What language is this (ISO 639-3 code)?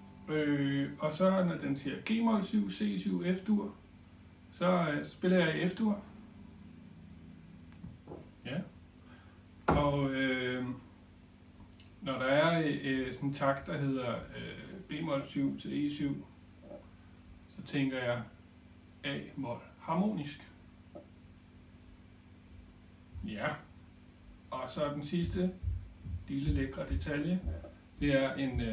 dan